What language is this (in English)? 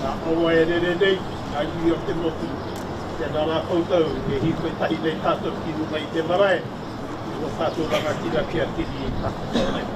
Māori